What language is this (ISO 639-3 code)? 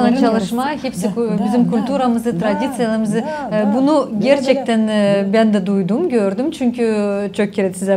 gag